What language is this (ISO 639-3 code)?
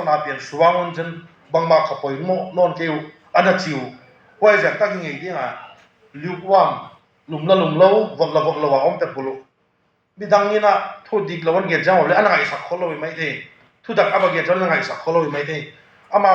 ctd